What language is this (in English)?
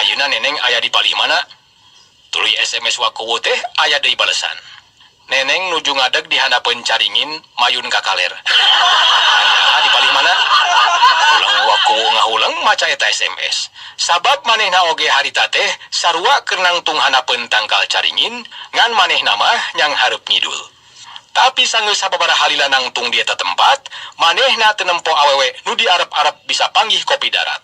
Sundanese